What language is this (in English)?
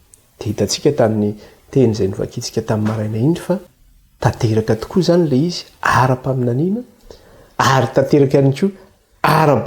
Malagasy